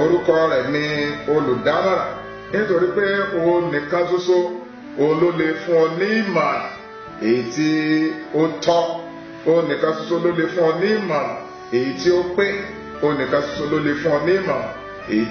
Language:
Yoruba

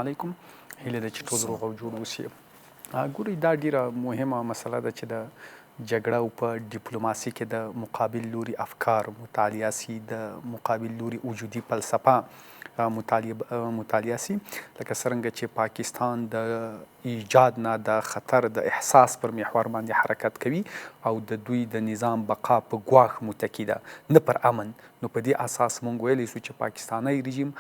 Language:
Pashto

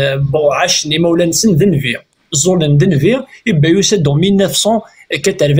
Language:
Kabyle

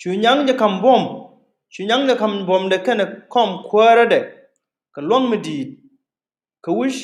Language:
Nuer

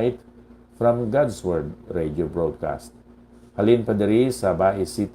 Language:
Hiligaynon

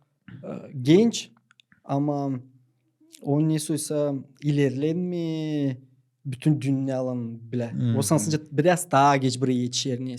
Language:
Gagauz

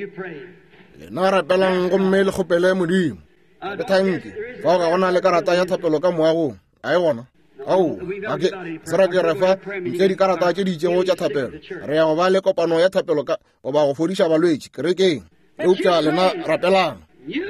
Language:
Northern Sotho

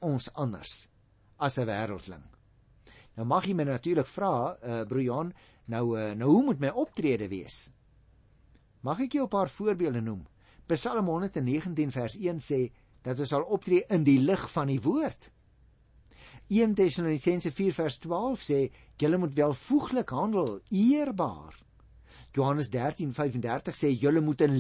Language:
Afrikaans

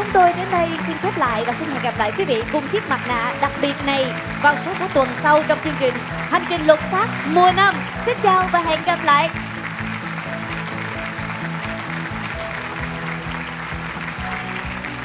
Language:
Vietnamese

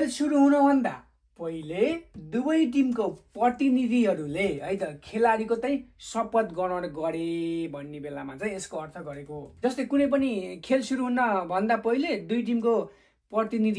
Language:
Nepali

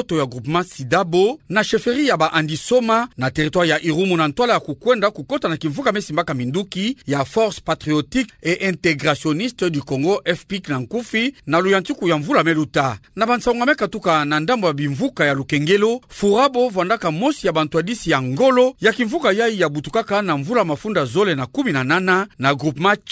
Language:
Kituba (Democratic Republic of Congo)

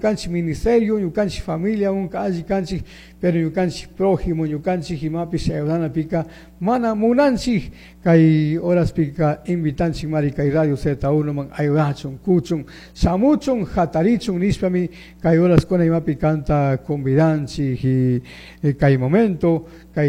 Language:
Chimborazo Highland Quichua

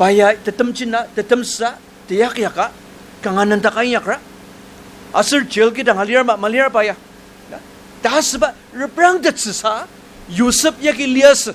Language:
Ao Naga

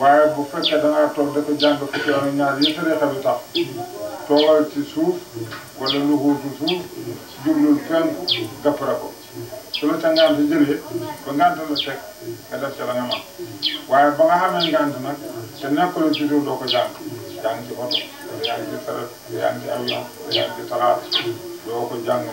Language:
Wolof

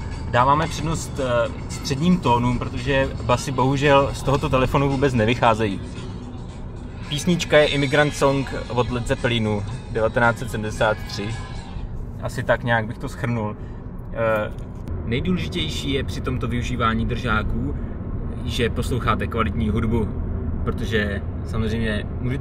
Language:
Czech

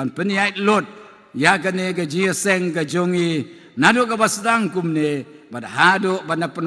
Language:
Khasi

